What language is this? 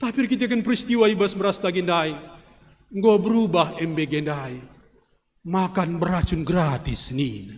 Batak Karo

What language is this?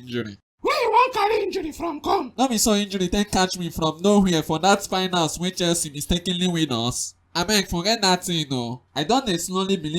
Nigerian Pidgin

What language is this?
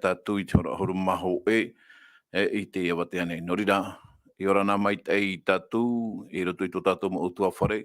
Tahitian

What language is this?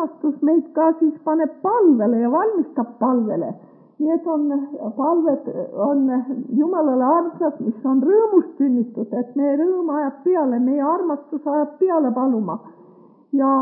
Estonian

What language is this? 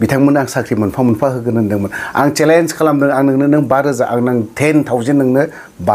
Bodo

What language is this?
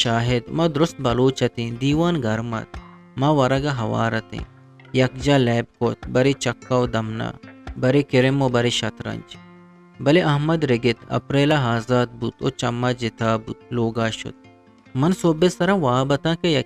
Eastern Balochi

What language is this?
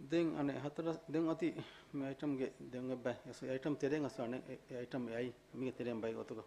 Divehi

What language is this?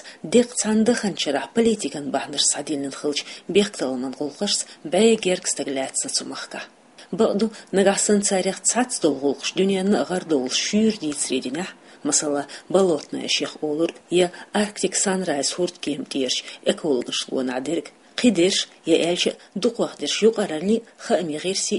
Chechen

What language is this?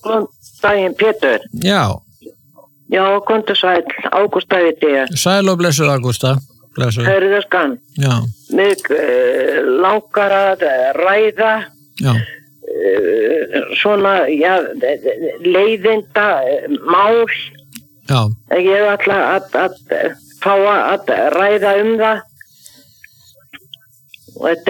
Icelandic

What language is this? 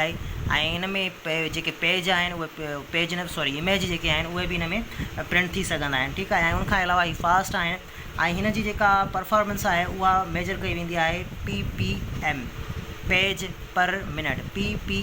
Sindhi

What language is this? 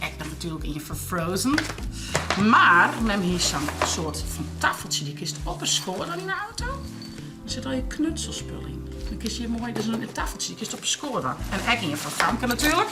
Western Frisian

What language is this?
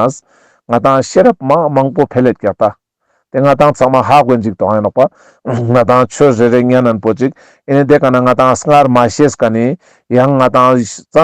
Ladakhi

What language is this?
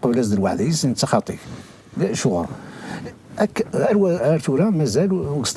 Kabyle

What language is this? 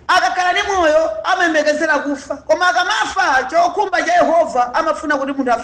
Nyanja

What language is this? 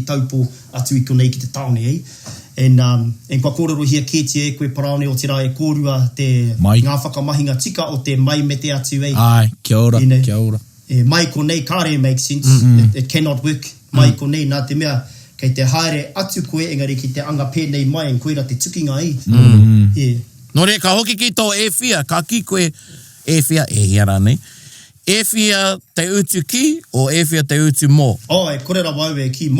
Māori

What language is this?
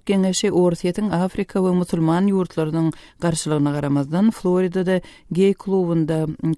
Turkmen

